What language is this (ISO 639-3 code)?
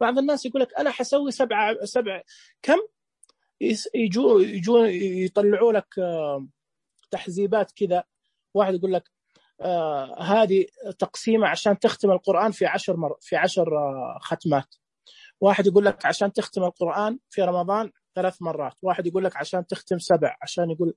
ars